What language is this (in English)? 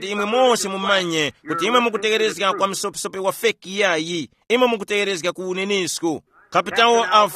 Tumbuka